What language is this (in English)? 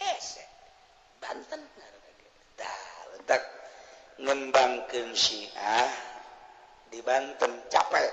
Sundanese